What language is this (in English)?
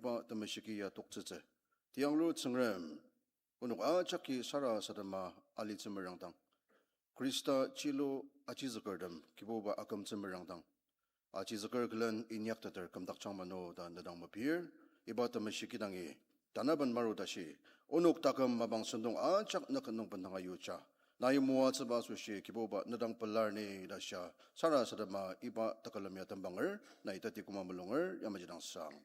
Ao Naga